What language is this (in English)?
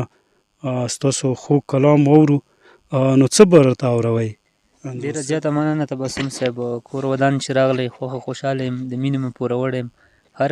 Pashto